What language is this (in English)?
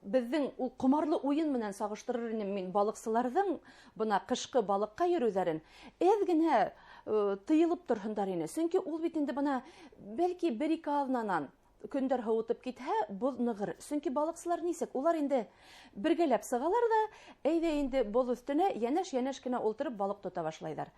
Bashkir